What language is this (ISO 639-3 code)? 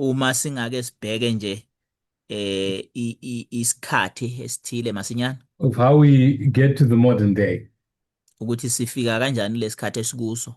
zul